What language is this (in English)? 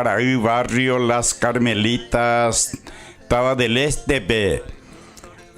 Guarani